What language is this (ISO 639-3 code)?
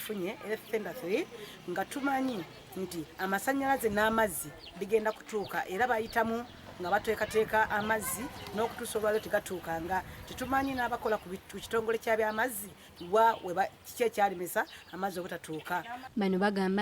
lug